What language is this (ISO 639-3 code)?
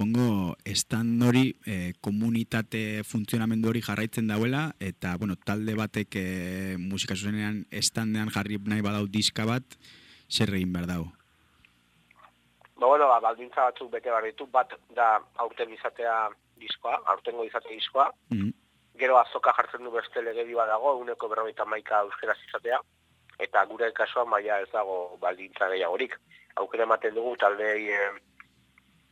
eus